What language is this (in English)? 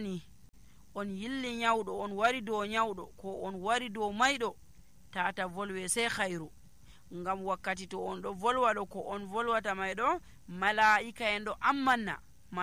Nigerian Fulfulde